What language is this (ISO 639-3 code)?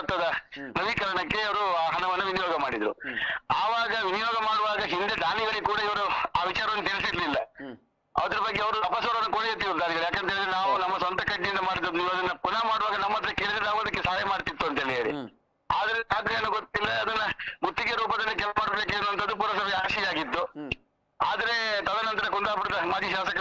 kan